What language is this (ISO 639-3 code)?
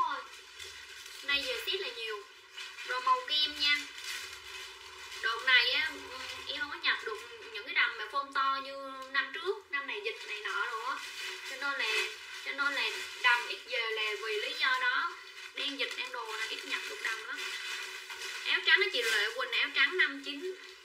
vie